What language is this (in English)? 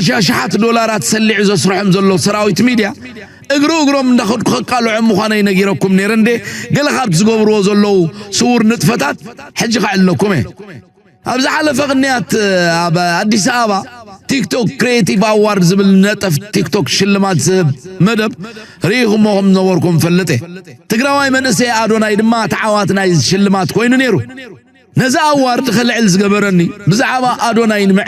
Tigrinya